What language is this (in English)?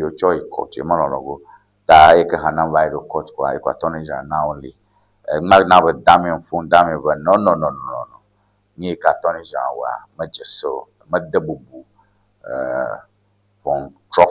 Ewe